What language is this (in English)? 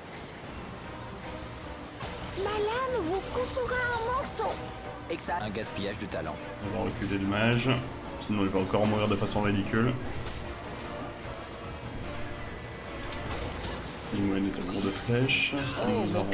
French